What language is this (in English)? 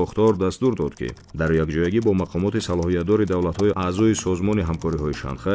Tajik